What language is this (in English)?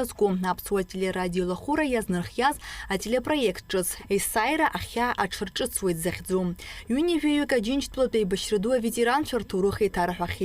Abkhazian